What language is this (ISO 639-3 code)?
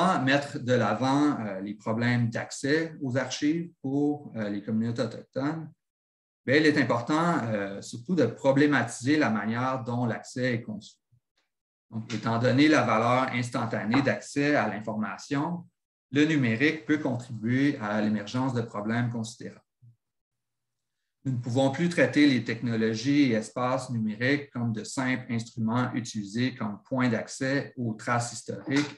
fra